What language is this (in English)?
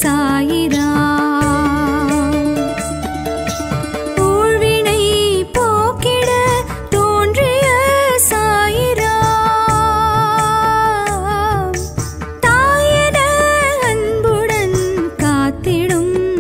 Tamil